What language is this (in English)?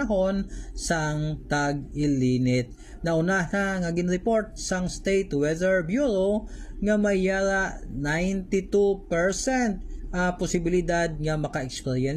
Hiligaynon